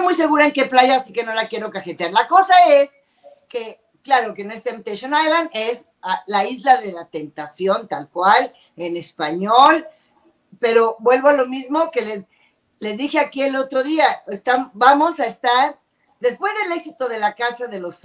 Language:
Spanish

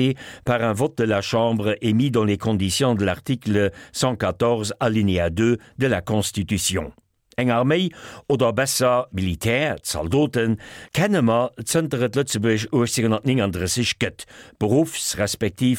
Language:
Luxembourgish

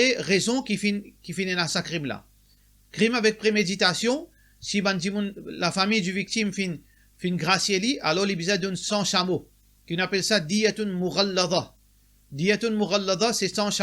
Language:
Morisyen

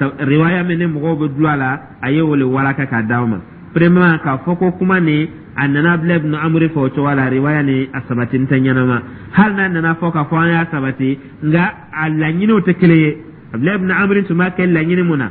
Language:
Dyula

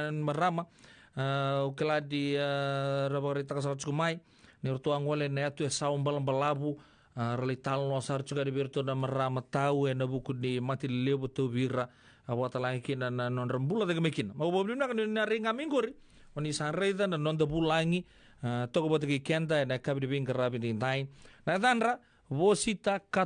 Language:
Fijian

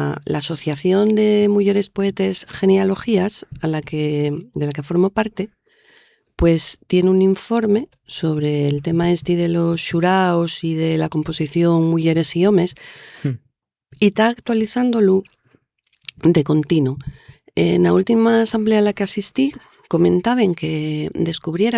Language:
Asturian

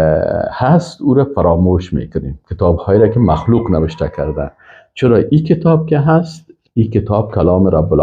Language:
Persian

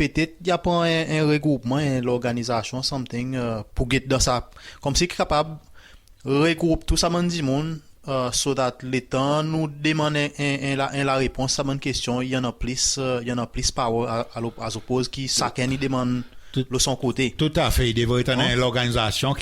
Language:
Seselwa Creole French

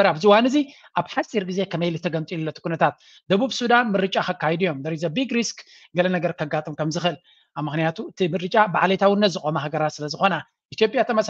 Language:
Tigrinya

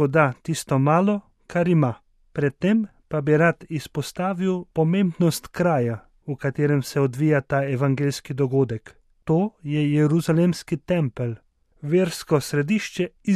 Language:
Slovenian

